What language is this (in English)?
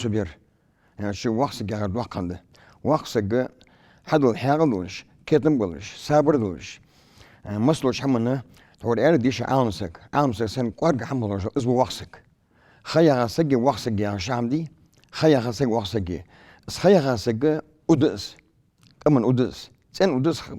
Ingush